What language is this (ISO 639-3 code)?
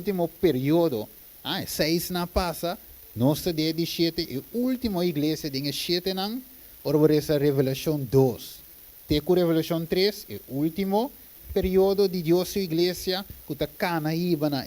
pap